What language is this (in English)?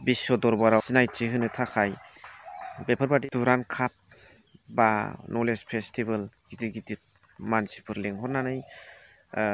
Bodo